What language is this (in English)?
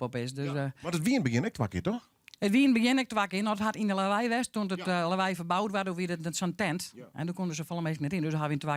Western Frisian